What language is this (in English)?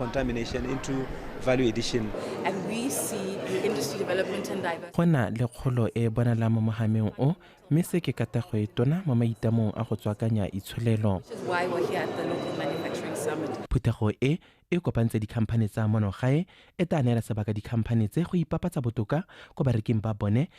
Tswana